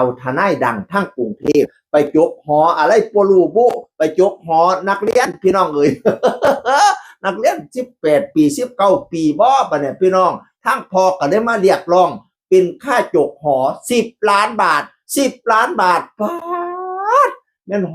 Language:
Northeastern Thai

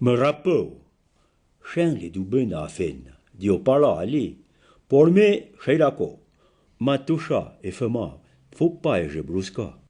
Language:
Arpitan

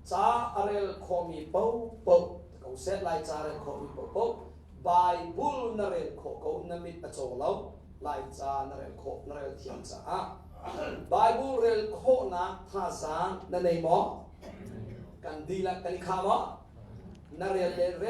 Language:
Hakha Chin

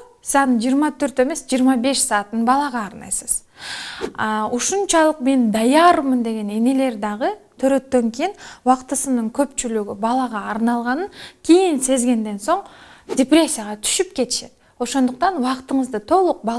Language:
Kyrgyz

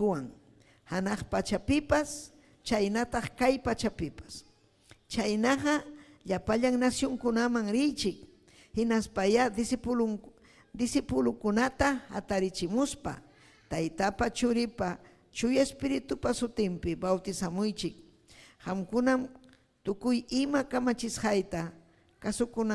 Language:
Ayacucho Quechua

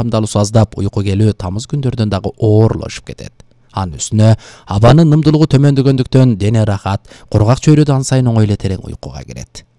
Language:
Kyrgyz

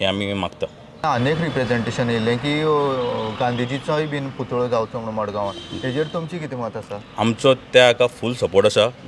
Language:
Konkani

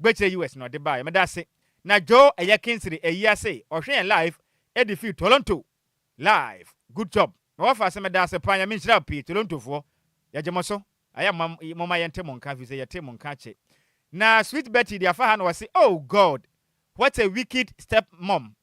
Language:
Akan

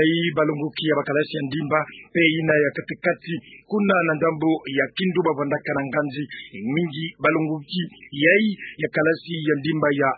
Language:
Kituba (Democratic Republic of Congo)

